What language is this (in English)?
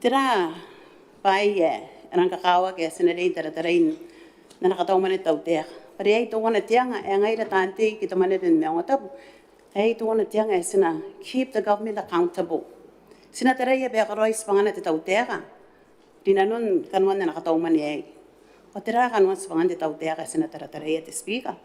Gilbertese